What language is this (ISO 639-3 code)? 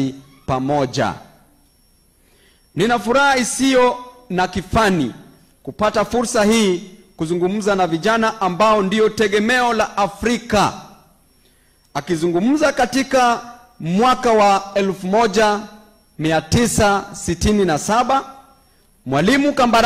swa